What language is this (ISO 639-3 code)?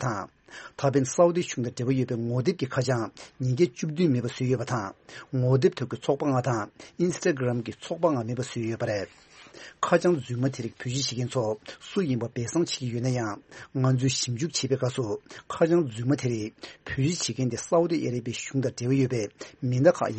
bod